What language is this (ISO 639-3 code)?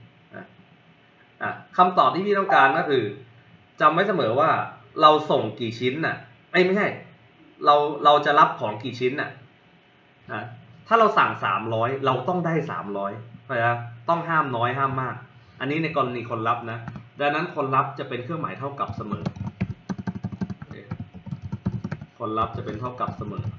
tha